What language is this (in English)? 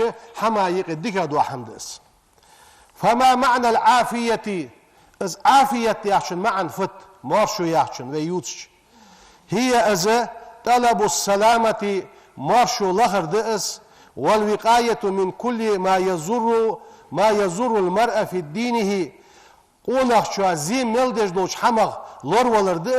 Ingush